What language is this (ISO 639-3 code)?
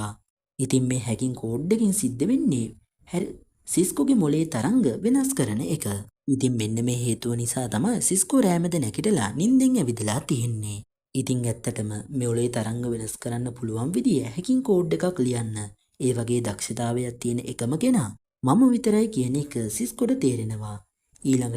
sin